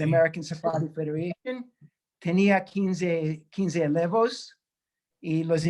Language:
Ladino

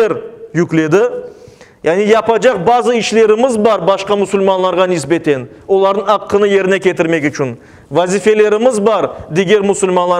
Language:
Crimean Tatar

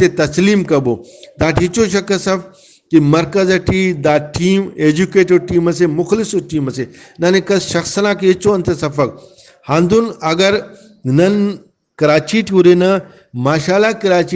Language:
Brahui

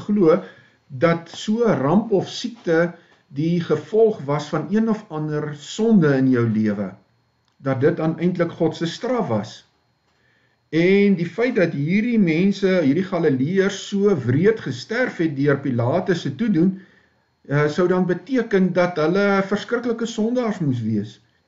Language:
Afrikaans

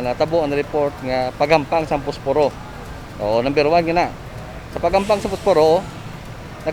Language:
Hiligaynon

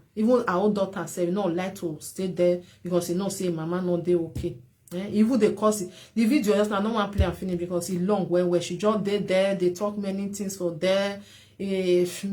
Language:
Nigerian Pidgin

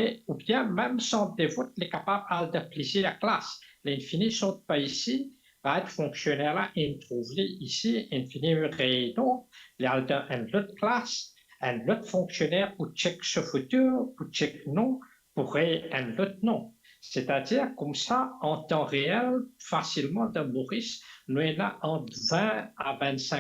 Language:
Morisyen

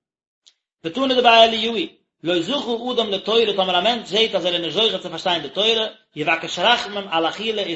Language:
Yiddish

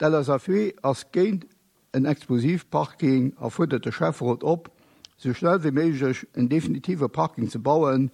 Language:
Luxembourgish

